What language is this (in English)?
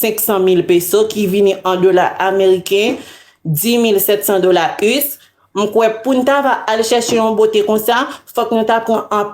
Haitian Creole